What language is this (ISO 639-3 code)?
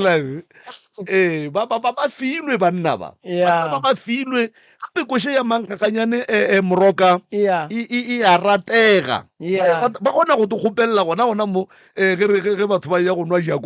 nso